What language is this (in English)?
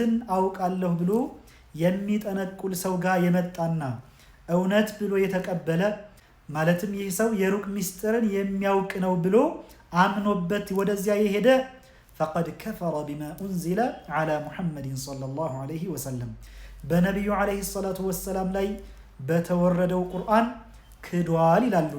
Amharic